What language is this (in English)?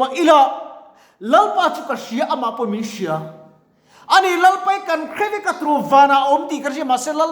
Mizo